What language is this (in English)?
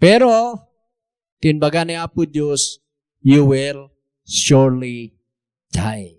Iloko